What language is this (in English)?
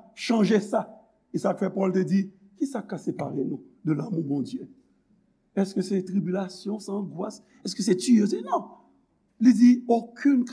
Haitian Creole